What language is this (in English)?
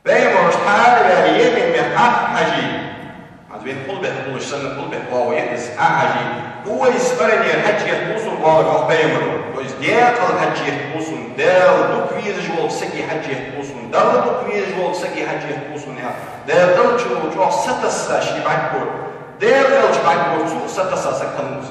Ingush